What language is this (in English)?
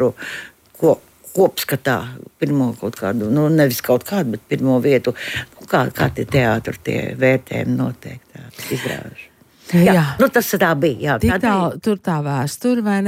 Latvian